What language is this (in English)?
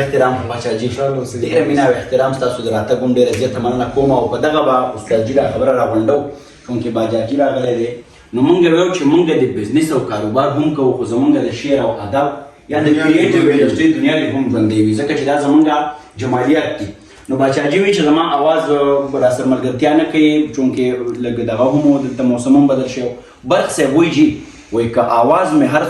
Pashto